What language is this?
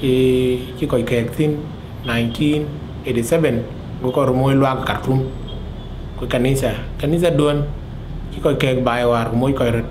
Dinka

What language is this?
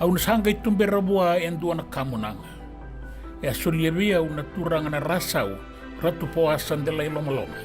Fijian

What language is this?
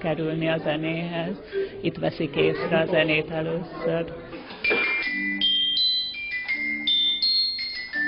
Hungarian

